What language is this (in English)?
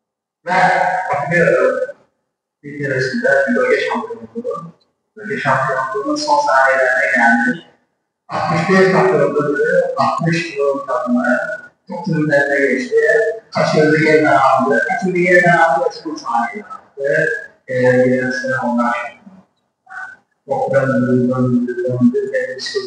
Turkish